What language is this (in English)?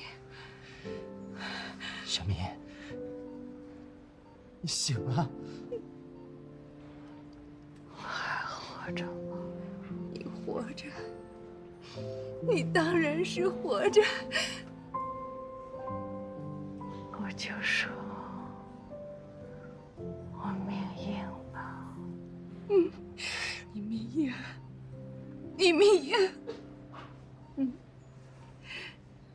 Chinese